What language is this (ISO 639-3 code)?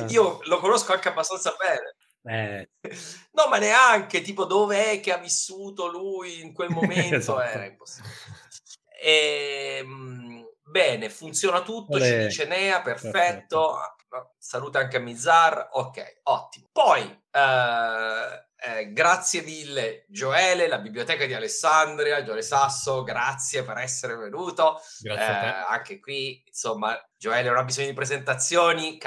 ita